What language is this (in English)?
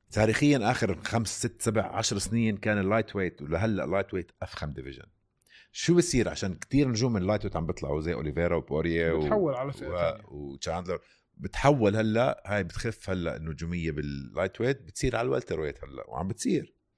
North Levantine Arabic